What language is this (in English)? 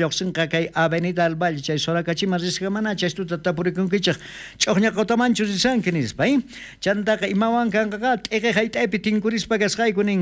South Bolivian Quechua